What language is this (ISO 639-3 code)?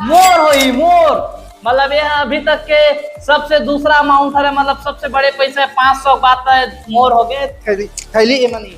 hne